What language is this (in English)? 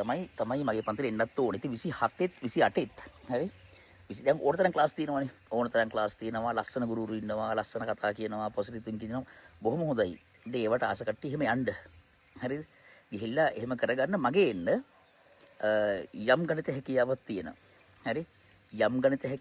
Sinhala